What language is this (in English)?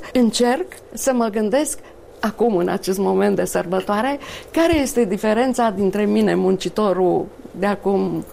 Romanian